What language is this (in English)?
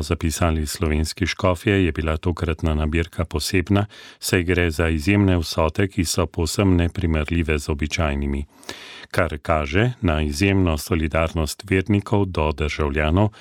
Slovenian